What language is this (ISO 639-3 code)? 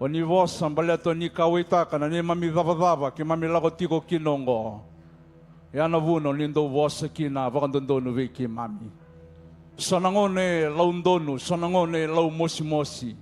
fij